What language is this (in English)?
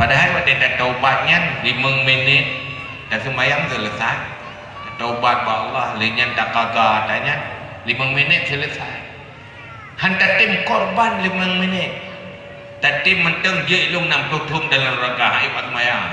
Achinese